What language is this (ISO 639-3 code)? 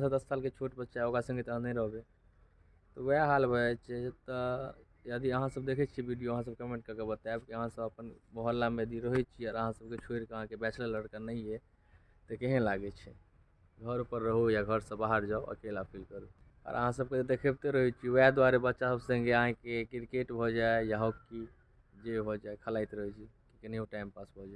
mai